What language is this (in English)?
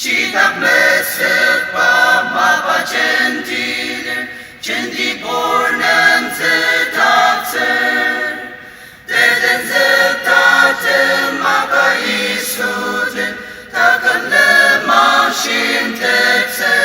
Ao Naga